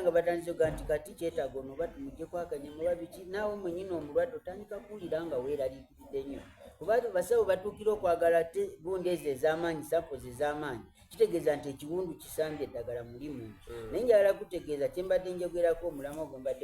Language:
Soga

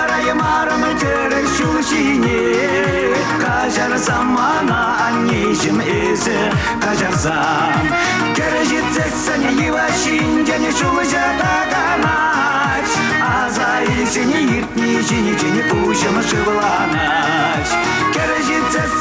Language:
Chuvash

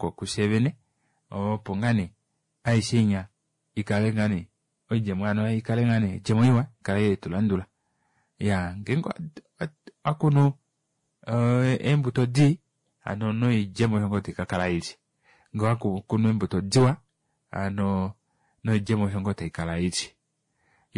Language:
Kuanyama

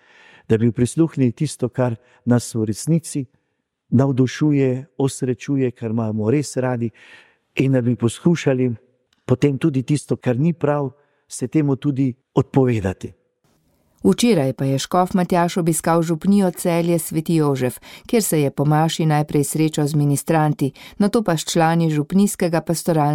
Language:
Slovenian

